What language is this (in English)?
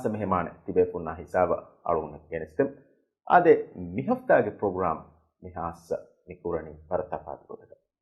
Divehi